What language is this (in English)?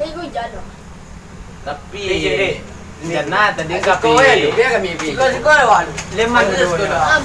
Minangkabau